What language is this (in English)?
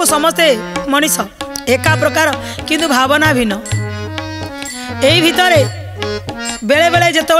Odia